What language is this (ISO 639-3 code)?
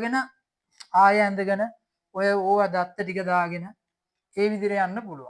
sin